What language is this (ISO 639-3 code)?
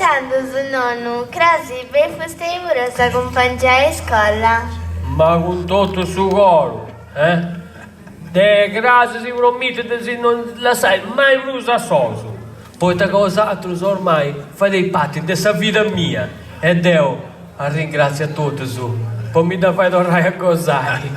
srd